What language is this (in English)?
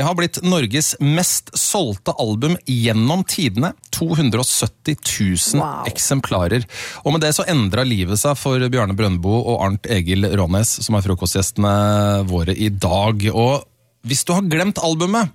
Norwegian